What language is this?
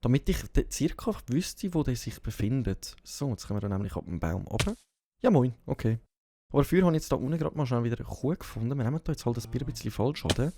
Swiss German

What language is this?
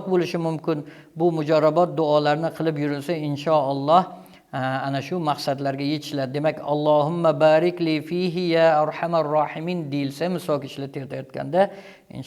Uzbek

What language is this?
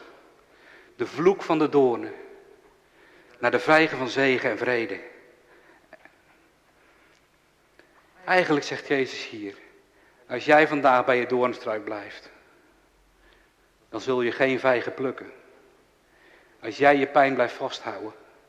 Dutch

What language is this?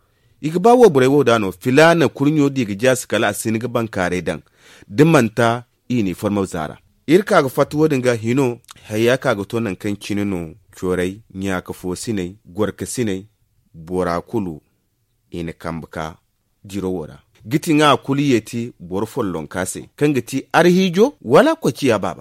Zarma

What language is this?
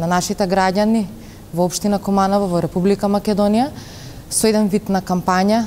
Macedonian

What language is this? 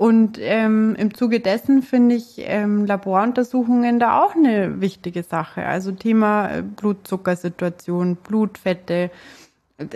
German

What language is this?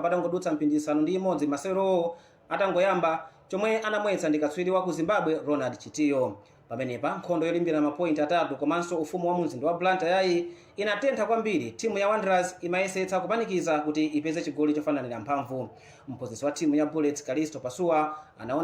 Nyanja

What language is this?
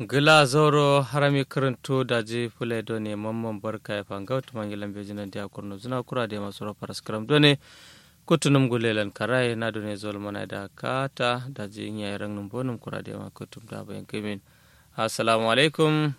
Kanuri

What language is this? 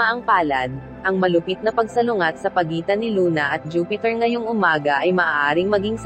Filipino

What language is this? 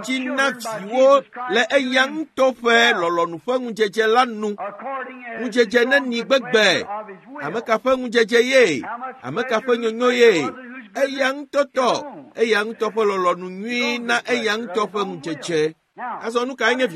Ewe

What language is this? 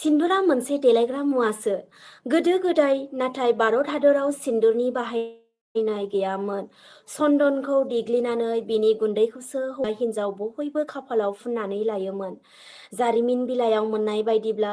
Bodo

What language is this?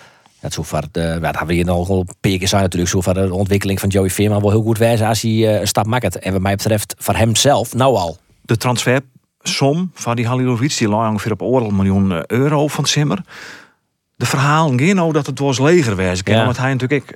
Western Frisian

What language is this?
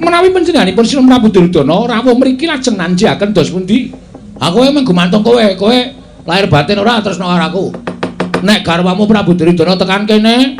Javanese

